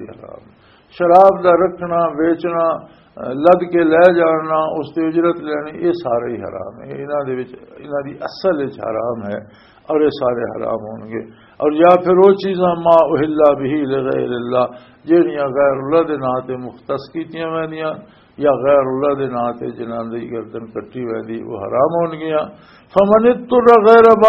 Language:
Western Panjabi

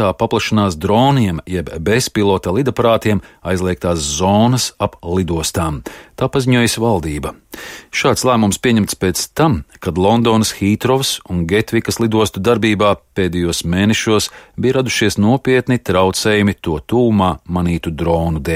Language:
Latvian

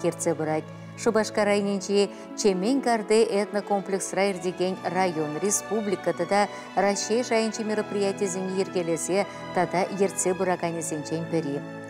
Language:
Chuvash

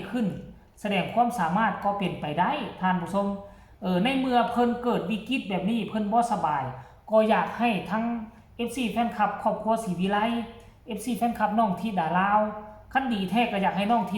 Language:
Northeastern Thai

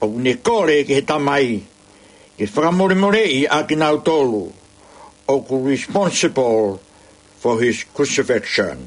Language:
Tongan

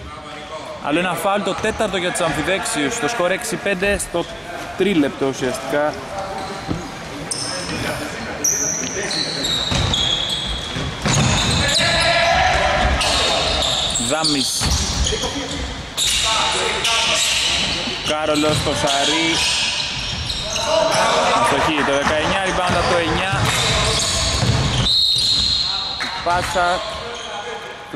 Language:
Greek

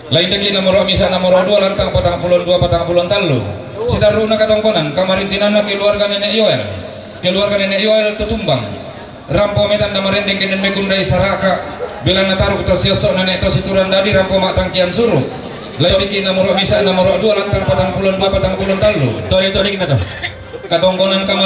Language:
Toraja-Sa'dan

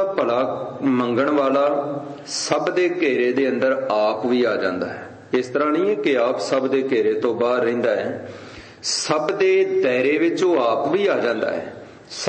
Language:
Punjabi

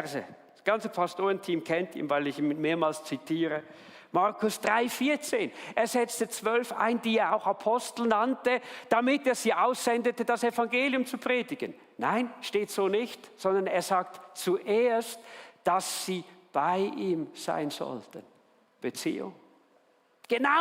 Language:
Swiss German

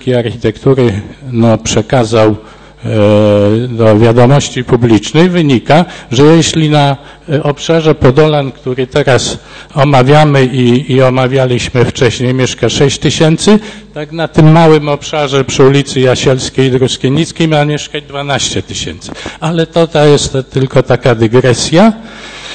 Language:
Polish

